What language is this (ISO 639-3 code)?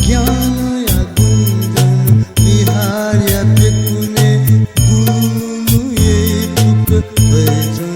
new